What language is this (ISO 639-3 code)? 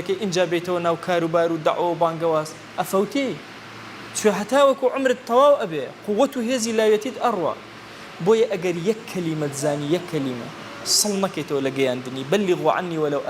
ckb